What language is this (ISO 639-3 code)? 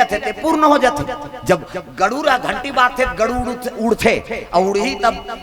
hne